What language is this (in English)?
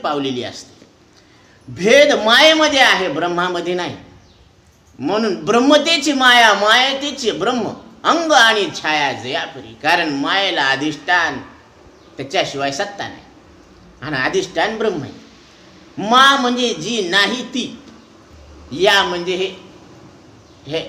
Marathi